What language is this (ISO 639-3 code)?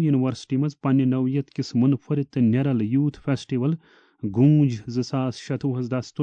kas